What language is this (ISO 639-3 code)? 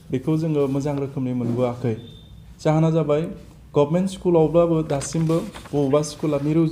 brx